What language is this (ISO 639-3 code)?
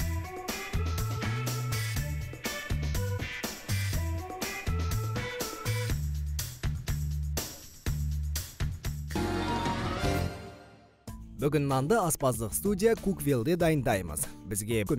kaz